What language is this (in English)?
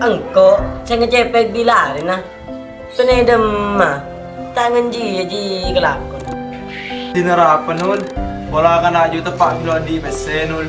Madurese